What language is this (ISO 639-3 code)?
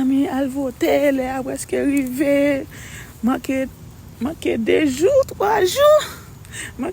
hat